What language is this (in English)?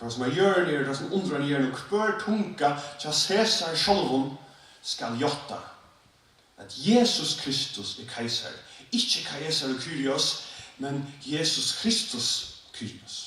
Faroese